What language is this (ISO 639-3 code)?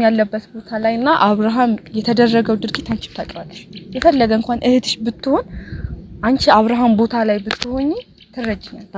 amh